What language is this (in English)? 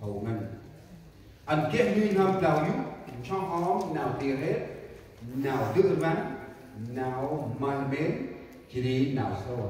Central Mnong